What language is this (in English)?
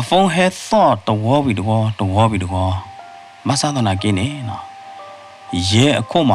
S'gaw Karen